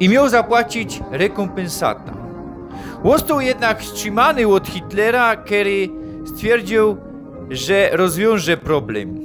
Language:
Silesian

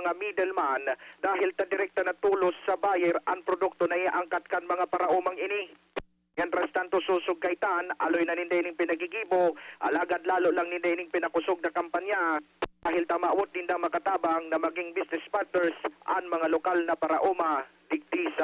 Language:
Bikol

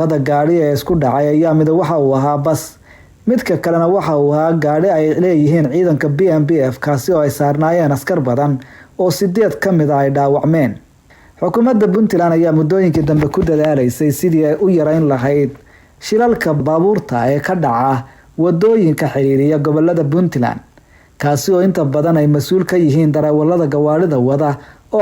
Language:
Somali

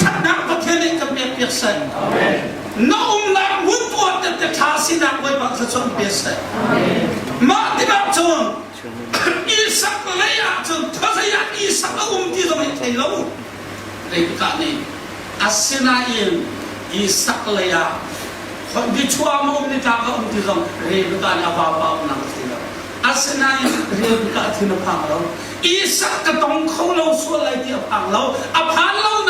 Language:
Hakha Chin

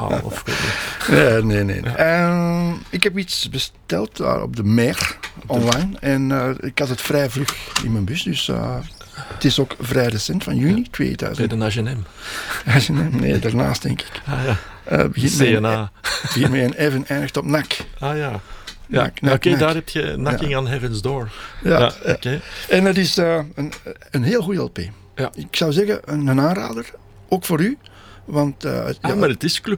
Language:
Dutch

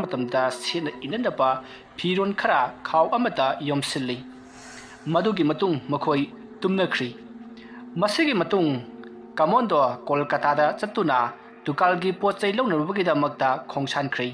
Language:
Manipuri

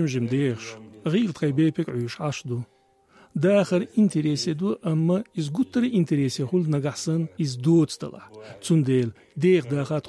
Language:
Chechen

